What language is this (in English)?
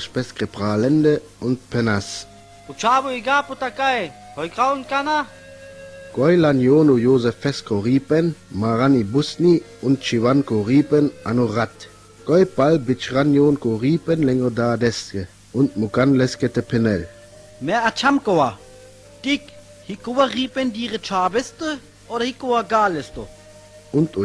Sinte Romani